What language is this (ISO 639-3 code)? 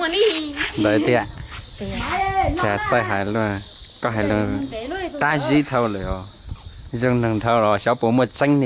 hmn